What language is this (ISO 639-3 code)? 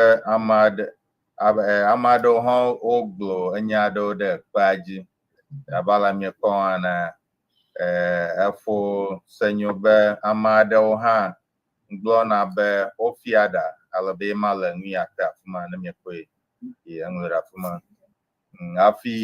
ewe